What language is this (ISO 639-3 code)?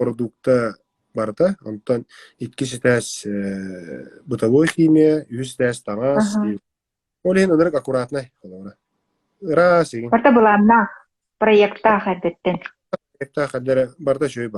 sah